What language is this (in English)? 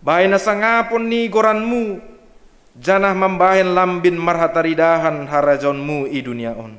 Batak Simalungun